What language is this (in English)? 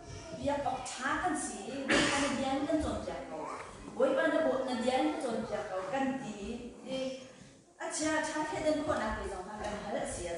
Hakha Chin